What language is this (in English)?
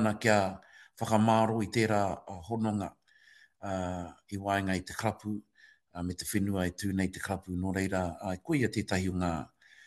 Māori